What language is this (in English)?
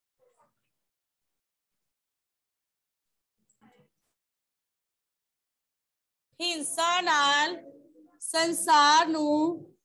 Punjabi